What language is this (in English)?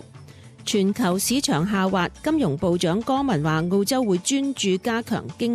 Cantonese